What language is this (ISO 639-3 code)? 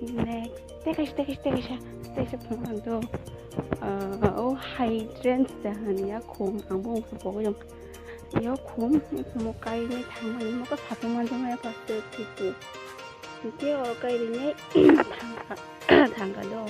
trp